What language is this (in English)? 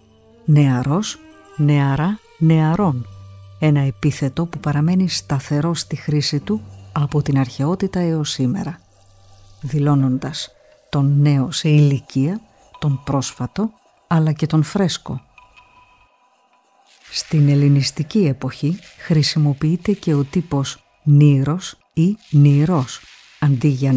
Greek